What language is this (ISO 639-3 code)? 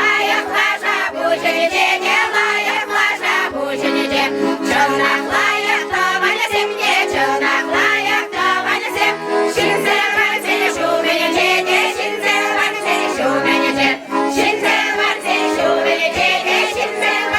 chv